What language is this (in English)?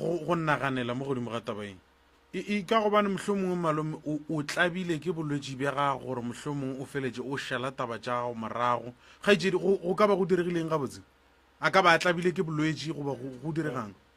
Northern Sotho